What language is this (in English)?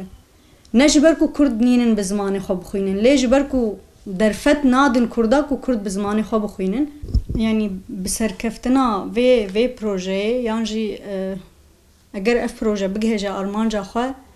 Kurdish